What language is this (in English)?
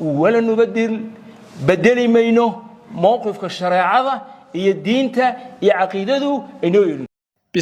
Somali